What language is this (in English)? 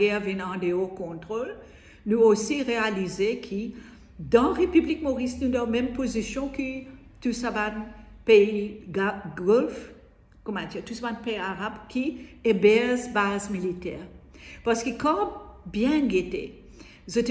Morisyen